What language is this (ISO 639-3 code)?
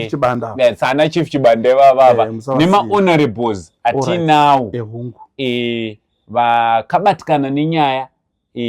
sna